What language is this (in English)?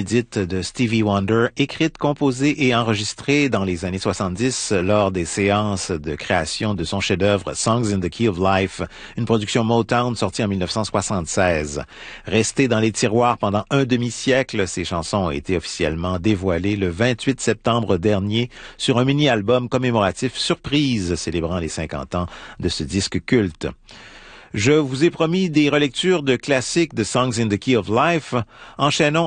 French